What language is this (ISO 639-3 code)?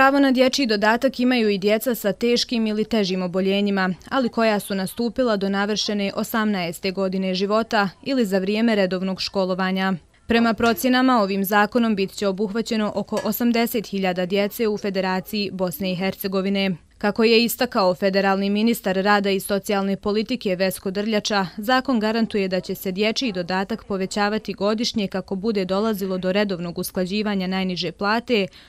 bos